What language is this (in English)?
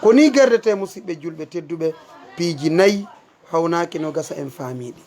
Fula